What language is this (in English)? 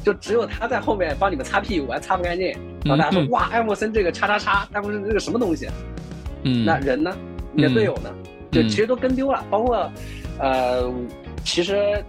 Chinese